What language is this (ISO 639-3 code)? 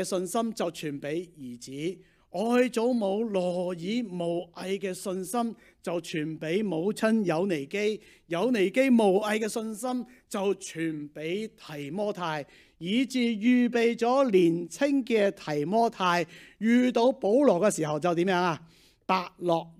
yue